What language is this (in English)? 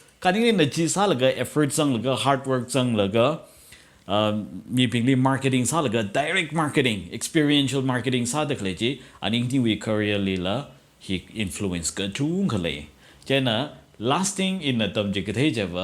Tangkhul Naga (India)